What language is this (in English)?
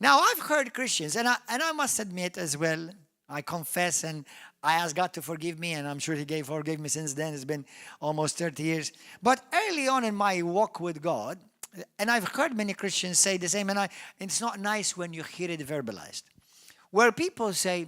English